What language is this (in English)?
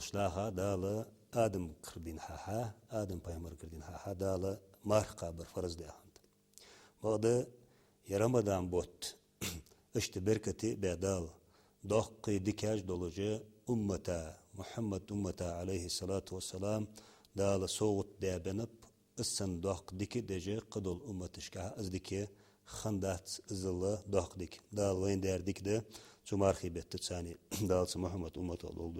Ingush